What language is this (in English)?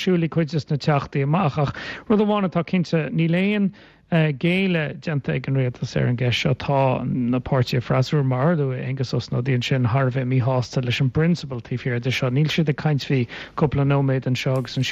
Irish